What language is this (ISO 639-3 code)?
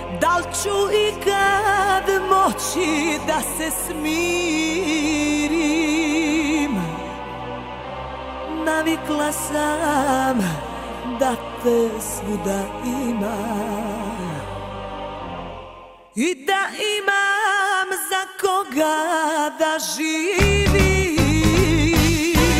srp